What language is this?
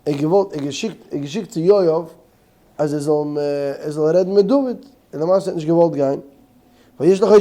Yiddish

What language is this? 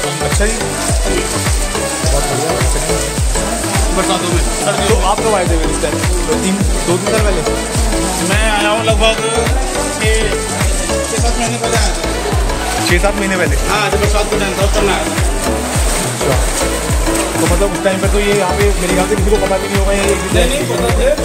Hindi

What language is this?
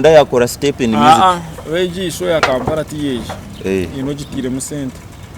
Nyankole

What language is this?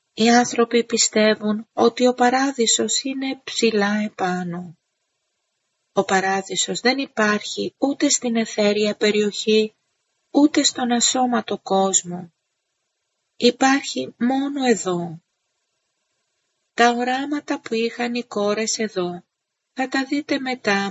Greek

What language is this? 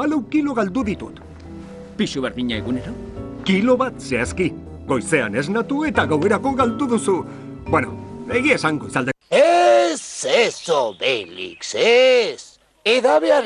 Basque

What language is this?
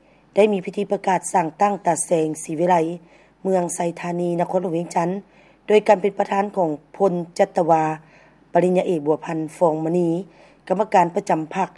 Lao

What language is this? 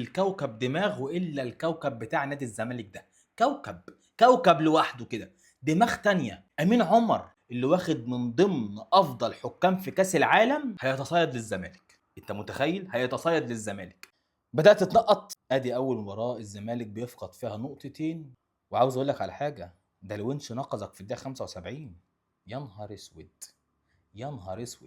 Egyptian Arabic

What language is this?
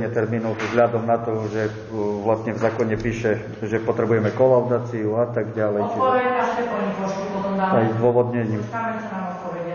Slovak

